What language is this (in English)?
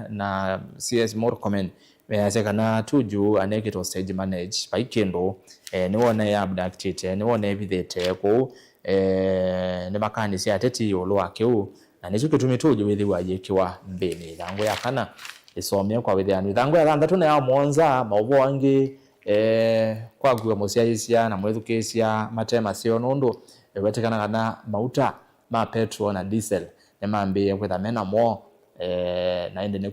Kamba